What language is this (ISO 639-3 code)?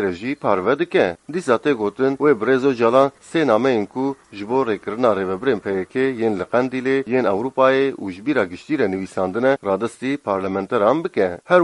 kur